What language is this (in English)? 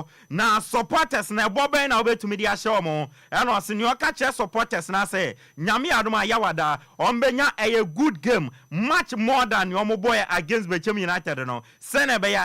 Akan